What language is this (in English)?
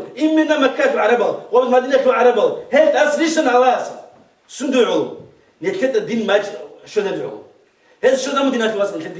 Avaric